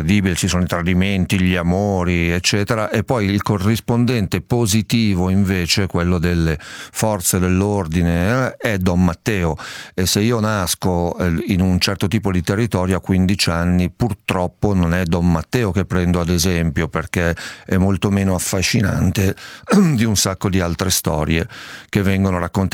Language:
Italian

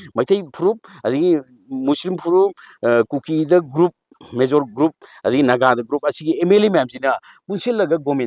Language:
Manipuri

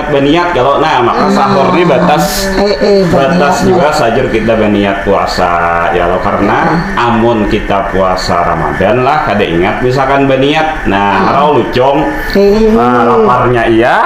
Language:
Banjar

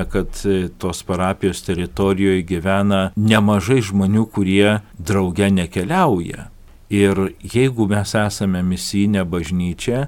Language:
Lithuanian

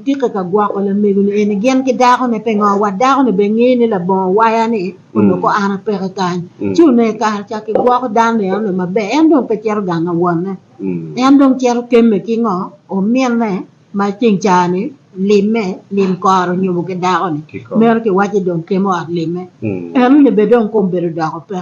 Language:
Acoli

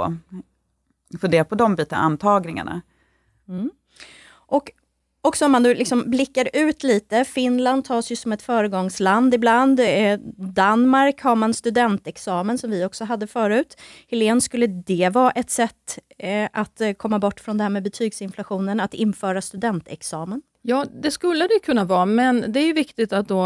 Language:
Swedish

